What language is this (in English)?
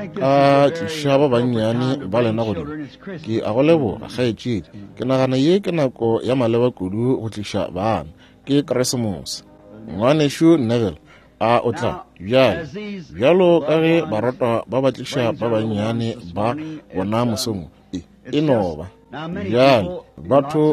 Northern Sotho